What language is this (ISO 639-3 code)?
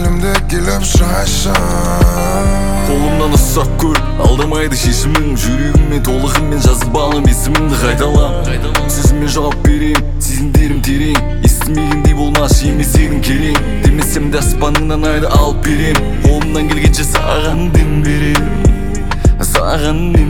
kaz